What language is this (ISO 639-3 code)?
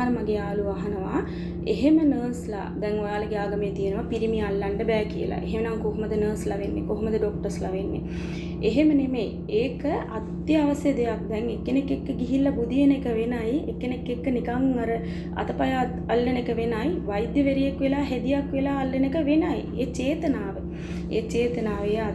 sin